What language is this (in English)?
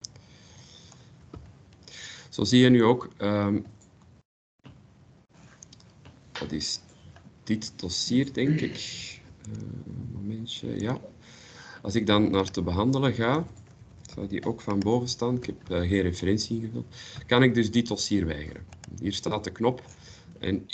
Dutch